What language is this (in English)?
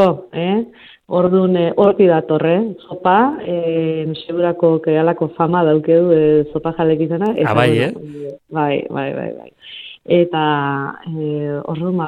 Basque